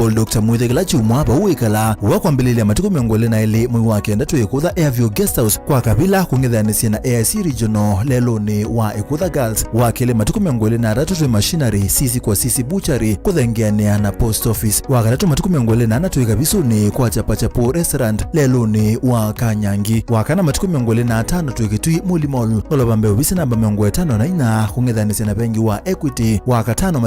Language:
Kamba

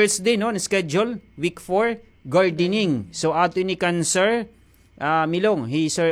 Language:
Waray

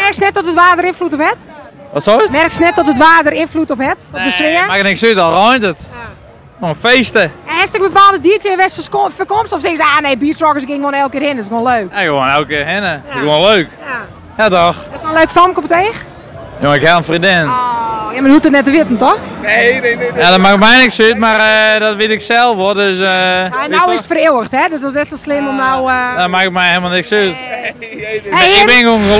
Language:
Western Frisian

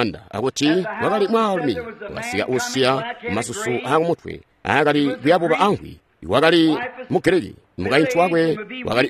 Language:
Tonga (Zambia)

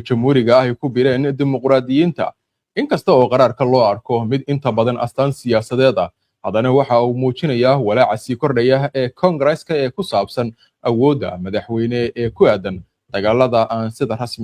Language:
Somali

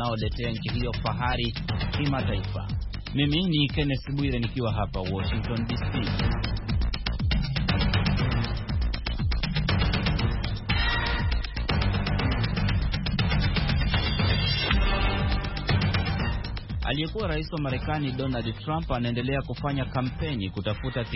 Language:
Swahili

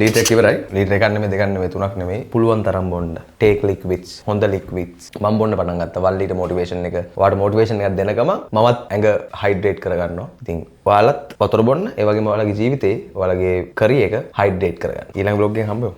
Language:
Sinhala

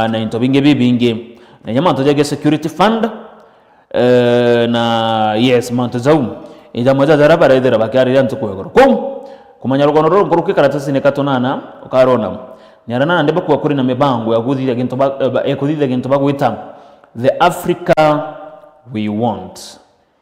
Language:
Meru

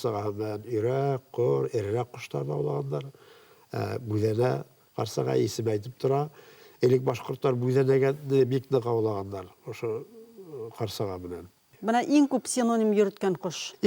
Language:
Bashkir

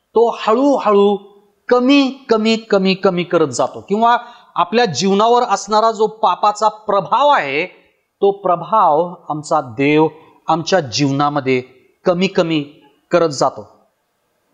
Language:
Marathi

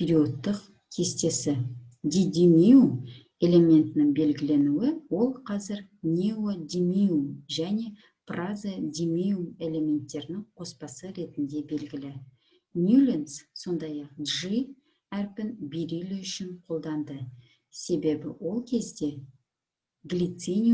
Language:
Kazakh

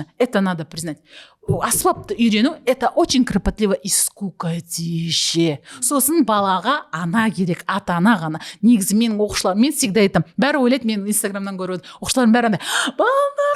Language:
Kazakh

